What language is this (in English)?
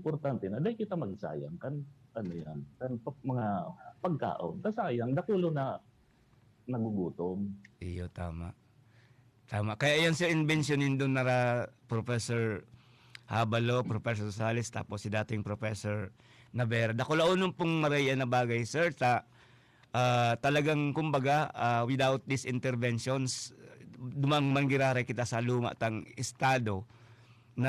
Bikol